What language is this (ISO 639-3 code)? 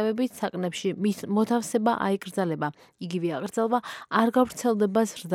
kat